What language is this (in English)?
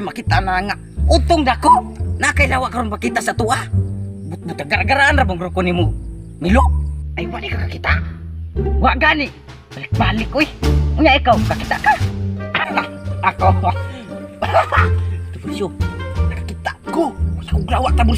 Cebuano